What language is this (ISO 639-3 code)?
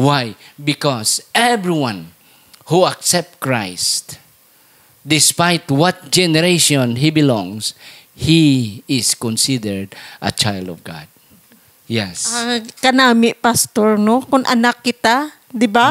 hil